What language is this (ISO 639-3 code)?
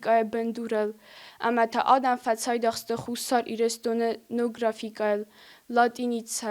oss